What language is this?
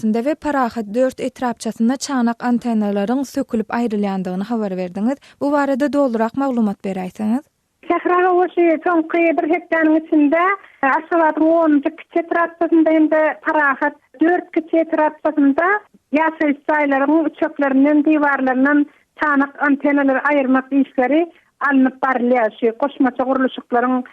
Turkmen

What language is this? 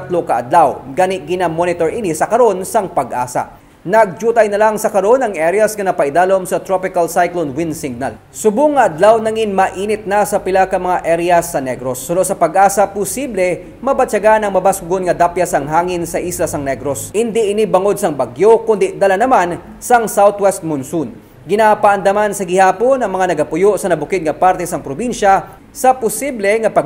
Hiligaynon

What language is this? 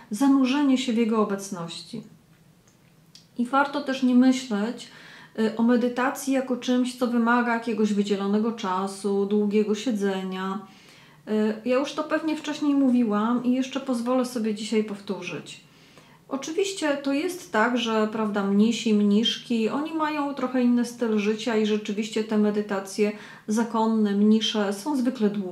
Polish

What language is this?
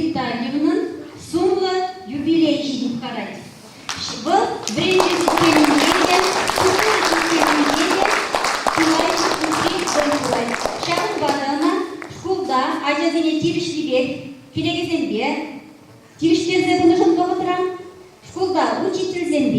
Chuvash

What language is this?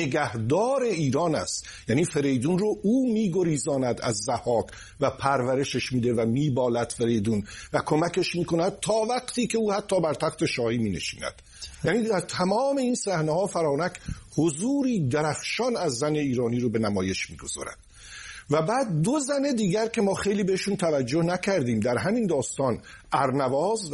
Persian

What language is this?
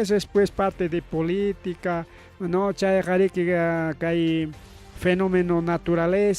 Ayacucho Quechua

